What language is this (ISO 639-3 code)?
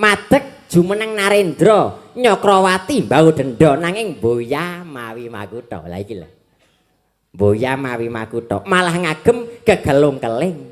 jav